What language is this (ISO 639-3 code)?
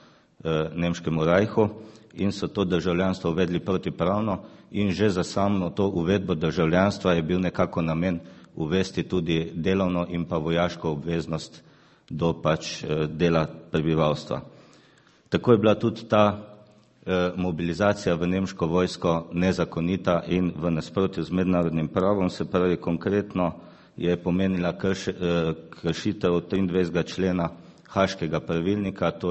slv